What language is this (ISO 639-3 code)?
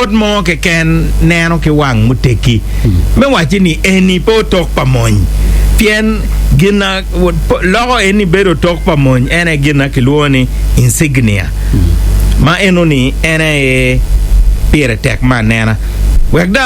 ach